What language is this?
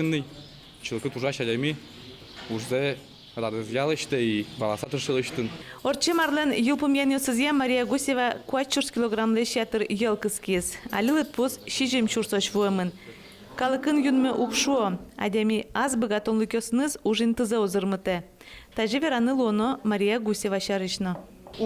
Udmurt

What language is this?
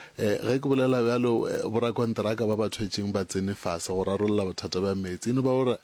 Northern Sotho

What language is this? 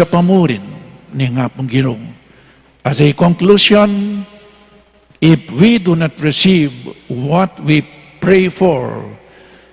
Pampanga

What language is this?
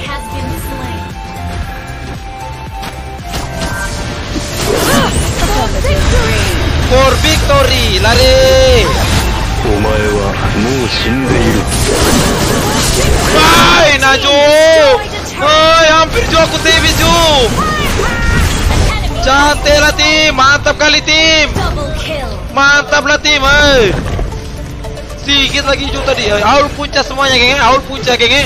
Malay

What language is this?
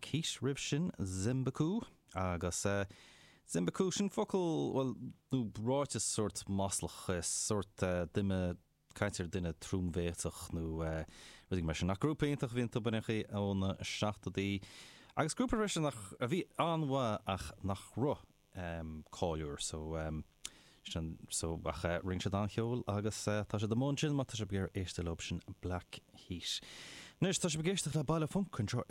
Irish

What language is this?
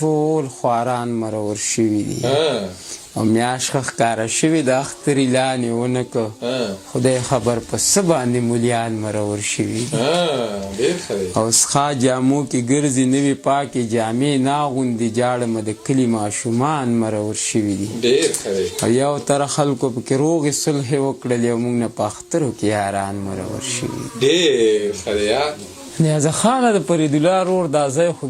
Pashto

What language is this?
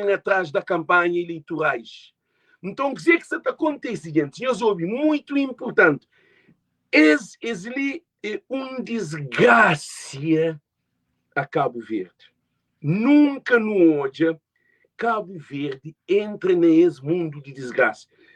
Kabuverdianu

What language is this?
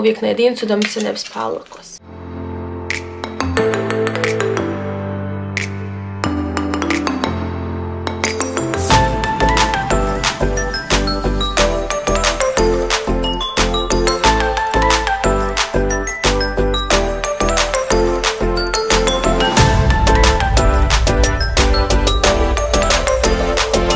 Croatian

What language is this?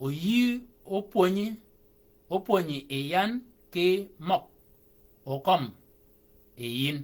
Shilluk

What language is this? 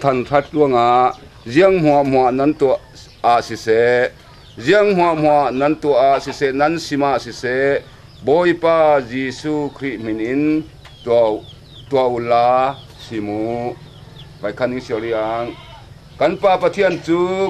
Falam Chin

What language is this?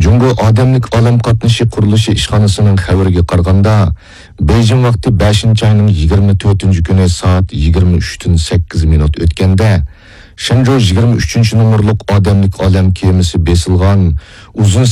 Uyghur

